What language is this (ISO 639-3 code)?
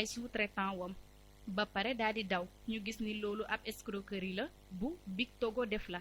wol